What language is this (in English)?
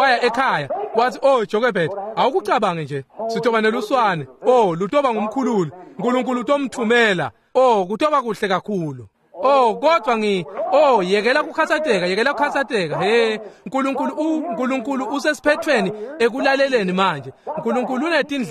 Swati